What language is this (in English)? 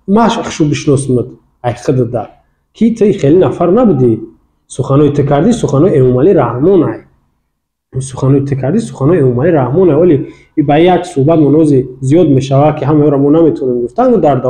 Tajik